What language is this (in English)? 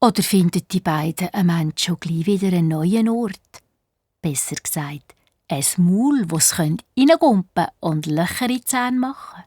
Swiss German